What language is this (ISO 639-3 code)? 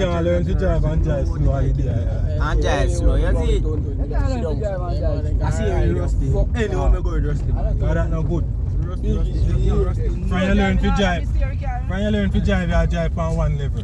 jam